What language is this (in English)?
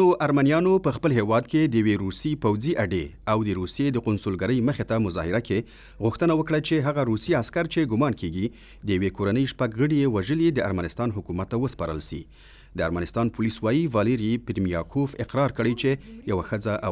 Pashto